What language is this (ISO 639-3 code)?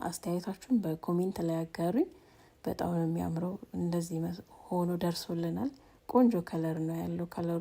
amh